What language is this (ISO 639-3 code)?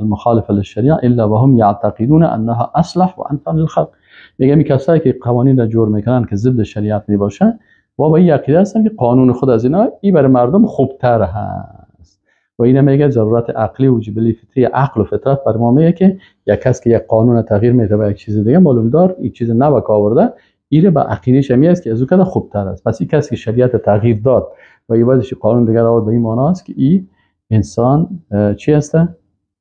fas